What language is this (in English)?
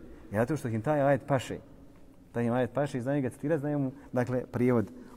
Bosnian